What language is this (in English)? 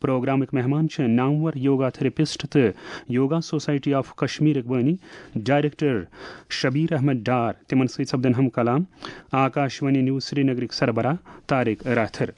Kashmiri